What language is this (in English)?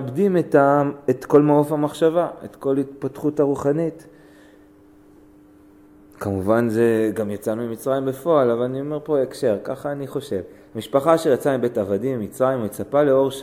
Hebrew